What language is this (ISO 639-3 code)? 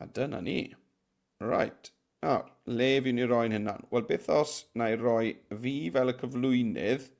cym